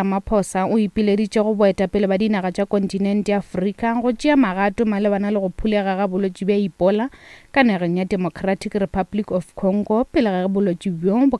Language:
Northern Sotho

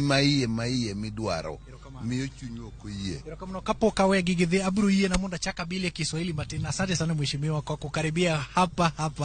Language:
Luo (Kenya and Tanzania)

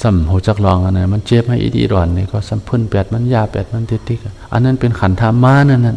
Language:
Shan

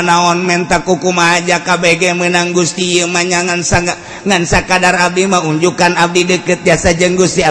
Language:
Sundanese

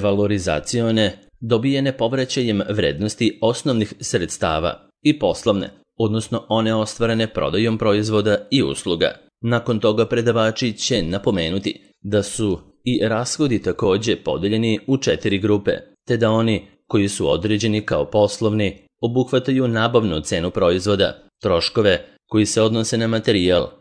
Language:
Serbian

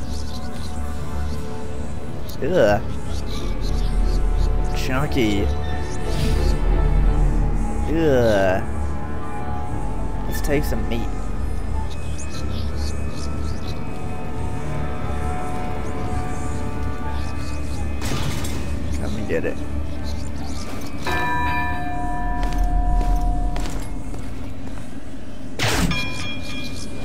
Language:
English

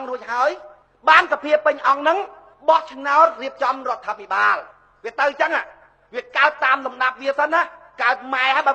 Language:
Khmer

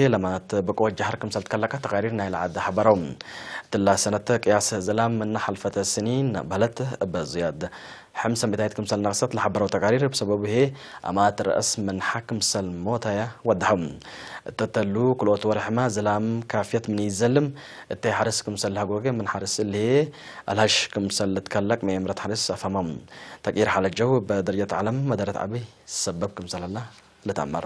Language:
Tigre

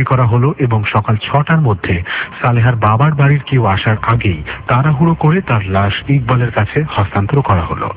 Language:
Bangla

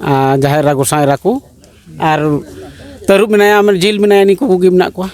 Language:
Santali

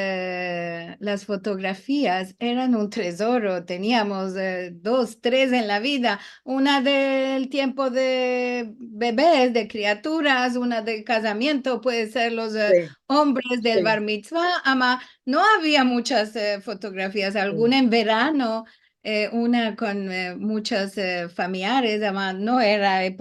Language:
Ladino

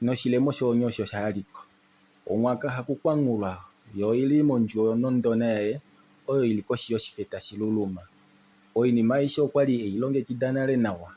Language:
Kuanyama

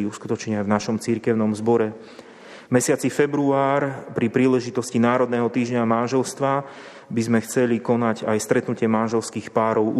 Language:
Slovak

